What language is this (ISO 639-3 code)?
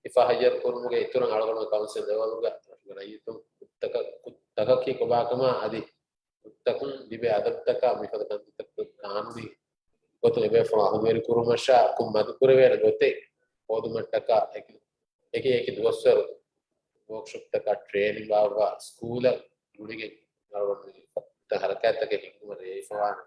div